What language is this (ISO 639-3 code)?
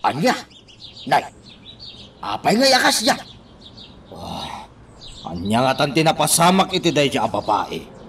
ilo